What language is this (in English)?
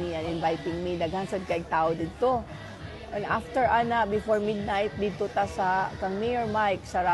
Cebuano